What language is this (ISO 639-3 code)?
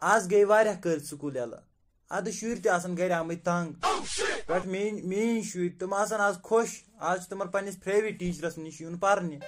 kas